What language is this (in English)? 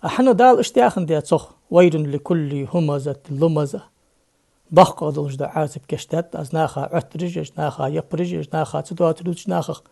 Ingush